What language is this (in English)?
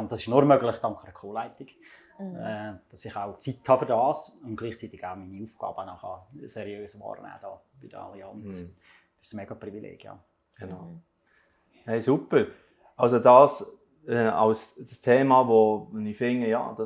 Swiss German